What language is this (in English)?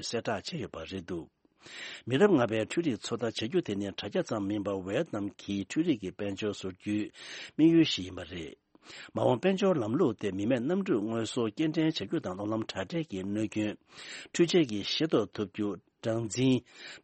Tibetan